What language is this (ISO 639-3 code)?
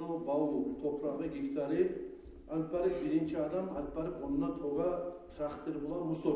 kum